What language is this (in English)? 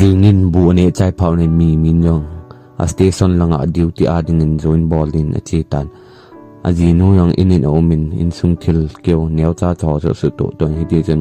Thado Chin